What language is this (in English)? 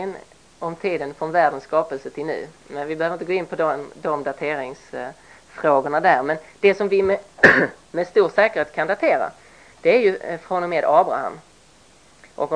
Swedish